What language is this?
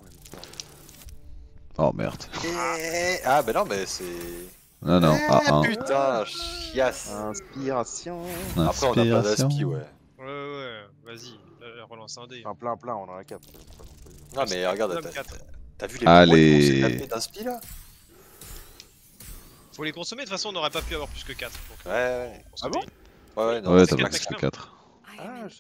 French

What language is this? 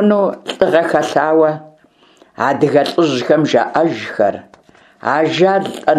Kabardian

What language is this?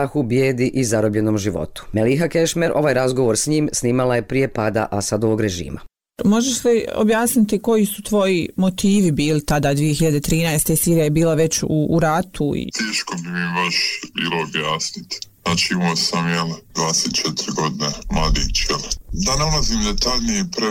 Bosnian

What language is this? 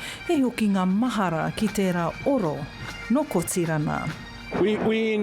Māori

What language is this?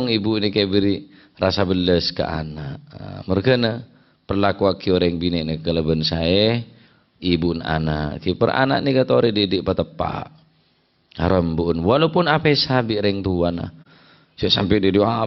Madurese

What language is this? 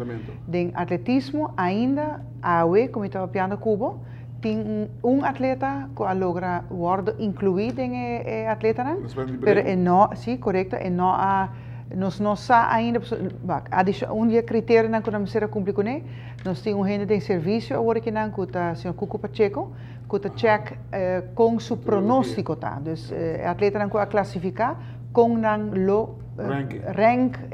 Papiamento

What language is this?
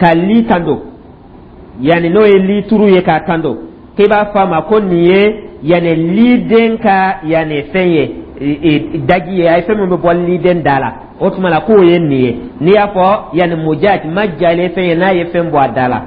Dyula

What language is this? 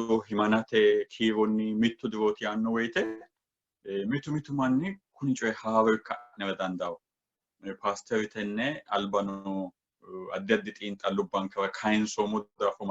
Sidamo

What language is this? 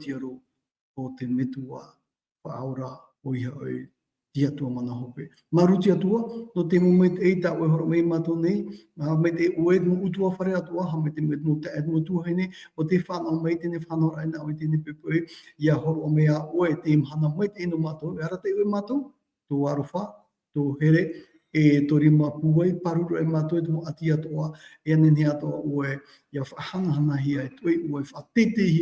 Tahitian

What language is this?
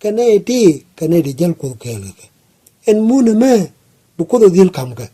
Nuer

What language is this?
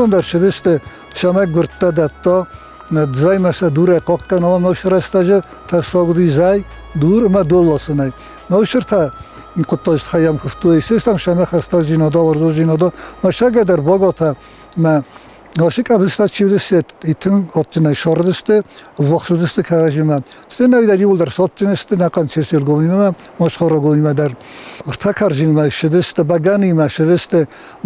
Ossetic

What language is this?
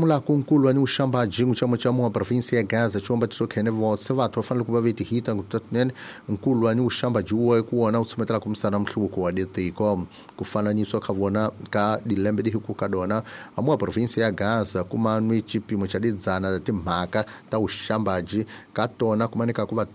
Tsonga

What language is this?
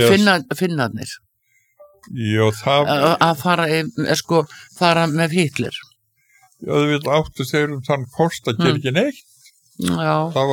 Icelandic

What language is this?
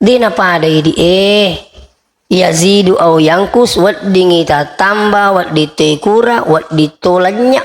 Buginese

